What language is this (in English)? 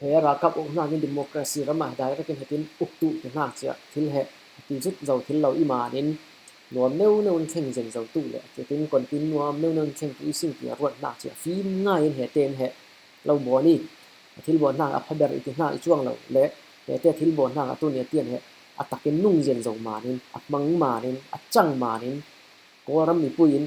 Falam Chin